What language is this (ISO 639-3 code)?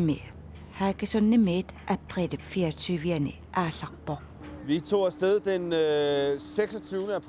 kal